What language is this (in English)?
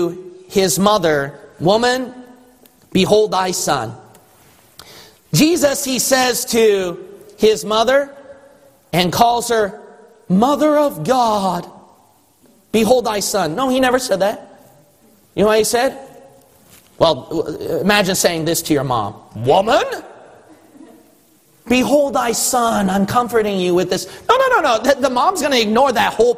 English